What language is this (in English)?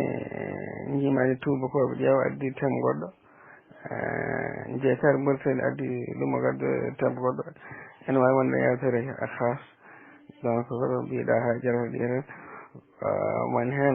Fula